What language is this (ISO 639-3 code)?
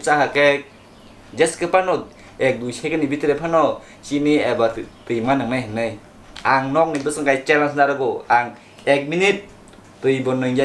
trp